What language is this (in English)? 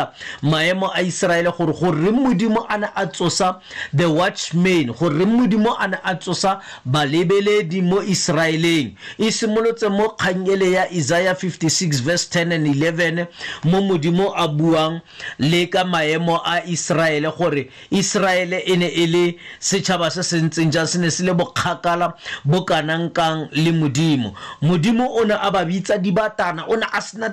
Tswana